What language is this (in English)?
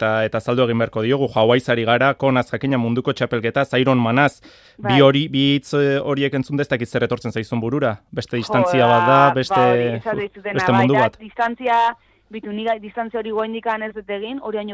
Basque